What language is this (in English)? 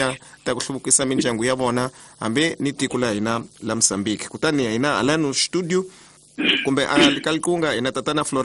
Tsonga